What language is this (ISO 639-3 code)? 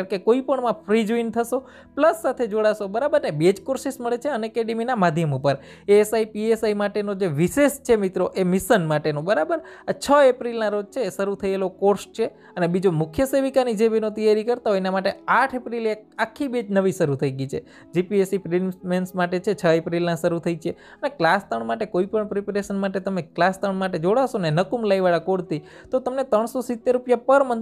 guj